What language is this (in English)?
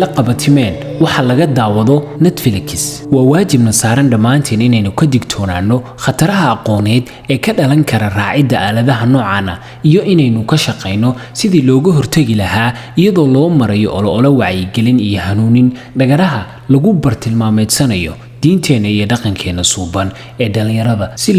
Somali